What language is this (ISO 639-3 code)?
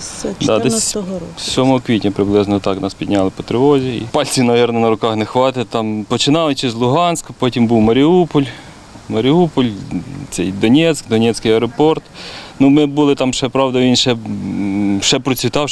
ukr